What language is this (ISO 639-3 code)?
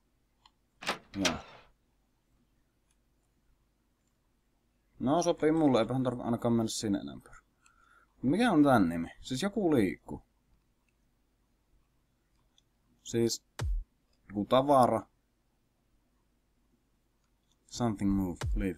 fin